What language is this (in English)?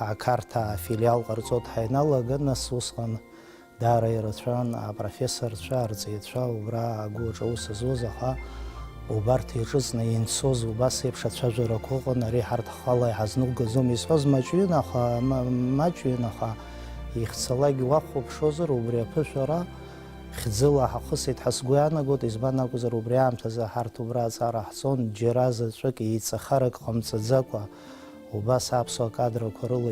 Abkhazian